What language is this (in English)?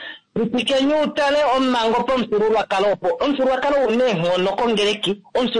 Kuanyama